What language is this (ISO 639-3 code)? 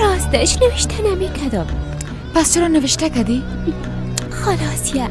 fas